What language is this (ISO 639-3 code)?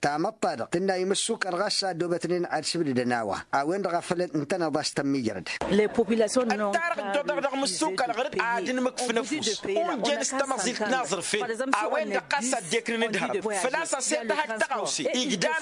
taq